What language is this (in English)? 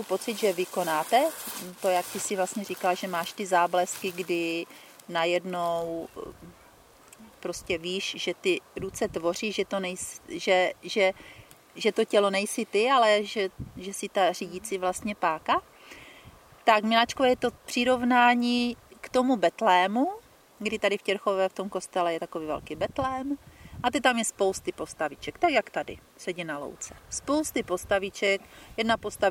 Czech